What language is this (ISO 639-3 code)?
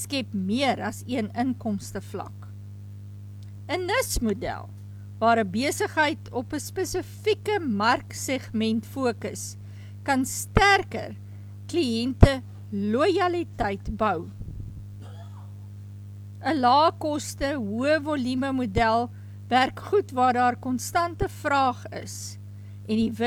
afr